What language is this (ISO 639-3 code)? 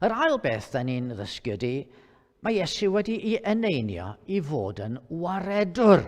cym